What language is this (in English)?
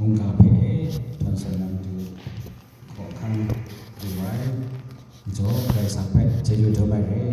Kachin